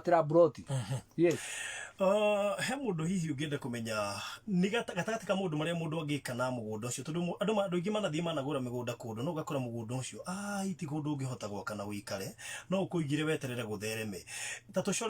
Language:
Kikuyu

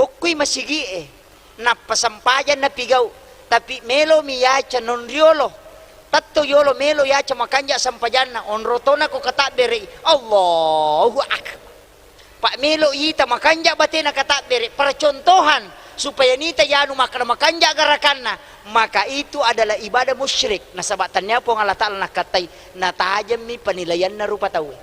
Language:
Buginese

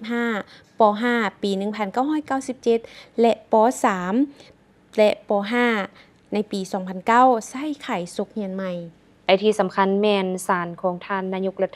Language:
Lao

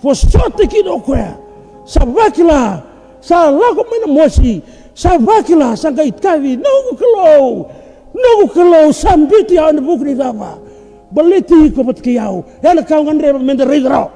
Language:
Fijian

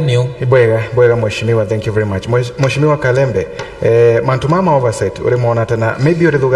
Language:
Meru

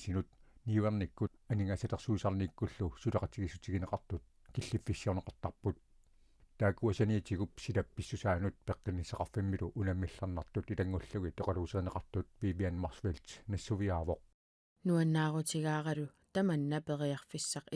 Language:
Kalaallisut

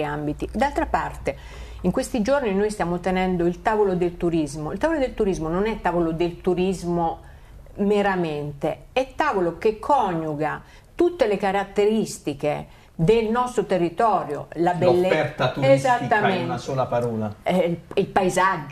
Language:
Italian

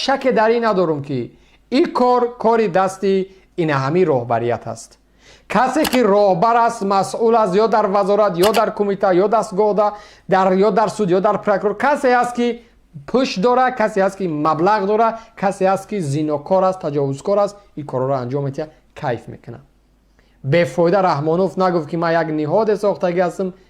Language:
Tajik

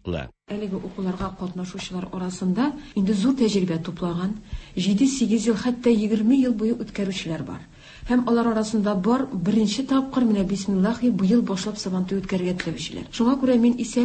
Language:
Tatar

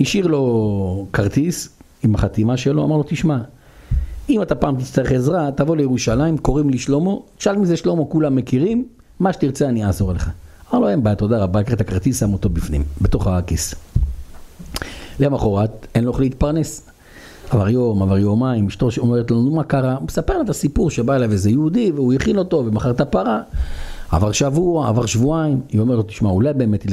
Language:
Hebrew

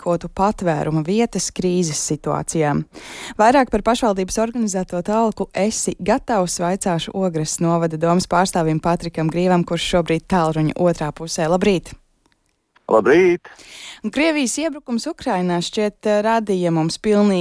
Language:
Latvian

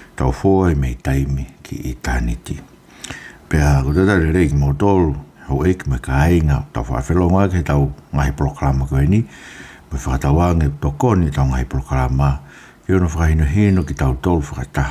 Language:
Tongan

